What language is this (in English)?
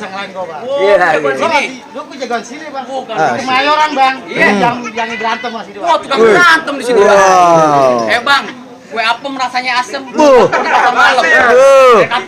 Betawi